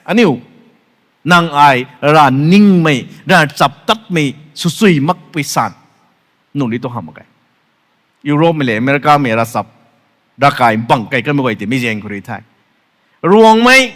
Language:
Rongmei Naga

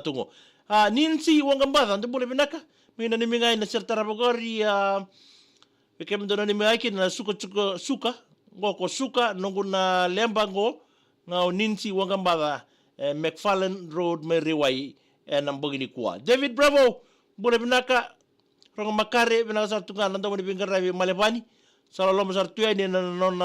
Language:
Fijian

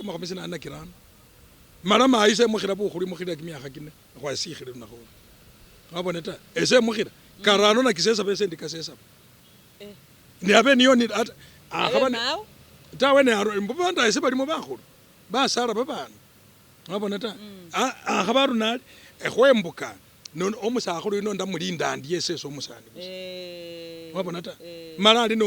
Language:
Masaaba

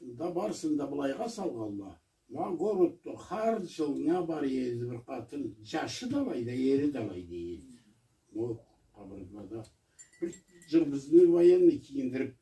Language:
Karachay-Balkar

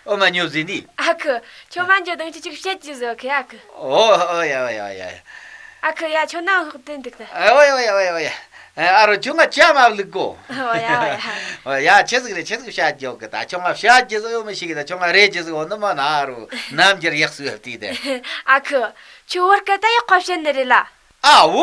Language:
Tibetan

